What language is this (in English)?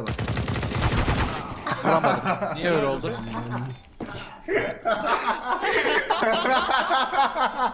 Turkish